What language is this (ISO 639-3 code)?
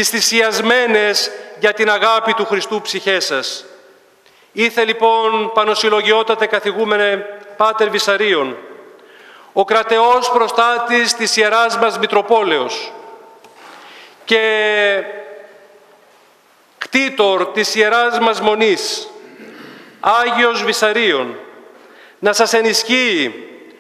ell